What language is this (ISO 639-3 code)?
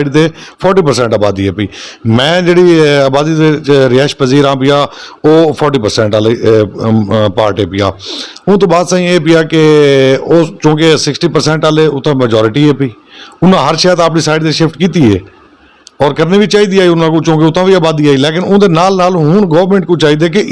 skr